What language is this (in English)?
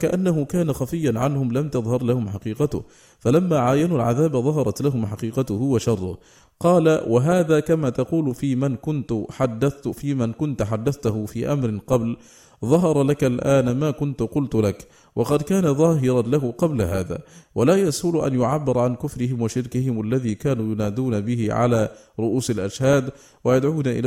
Arabic